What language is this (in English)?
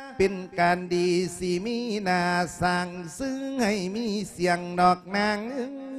Lao